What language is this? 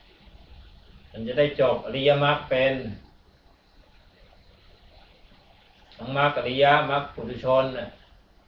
Thai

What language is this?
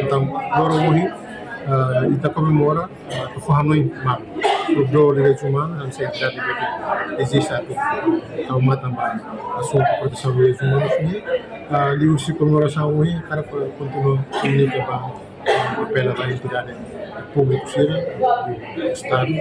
Tetum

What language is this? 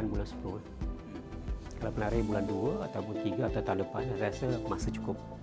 Malay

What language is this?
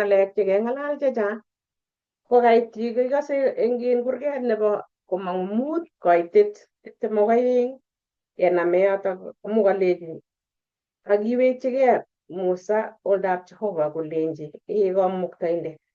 Kalenjin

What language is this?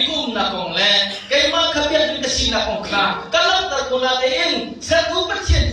Hakha Chin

